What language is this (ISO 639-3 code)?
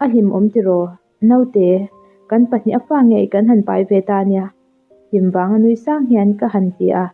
lus